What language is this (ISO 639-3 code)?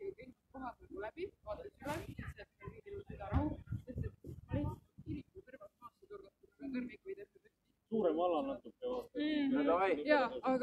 est